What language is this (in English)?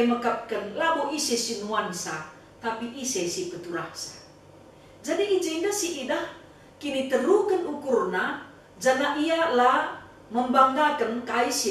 Batak Karo